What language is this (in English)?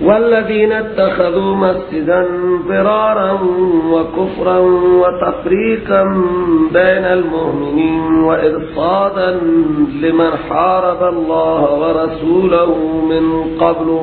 Persian